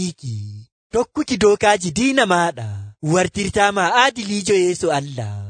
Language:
Nigerian Fulfulde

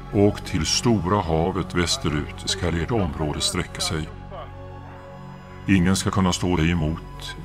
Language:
Swedish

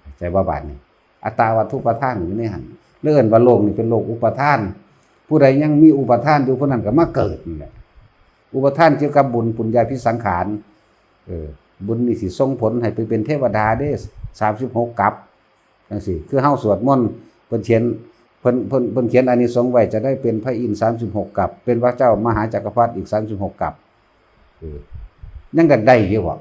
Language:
Northeastern Thai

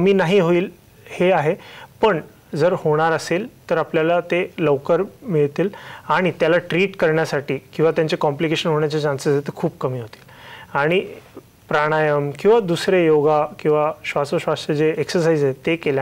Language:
Marathi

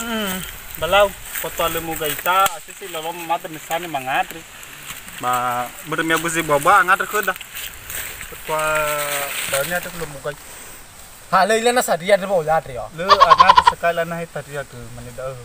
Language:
Nias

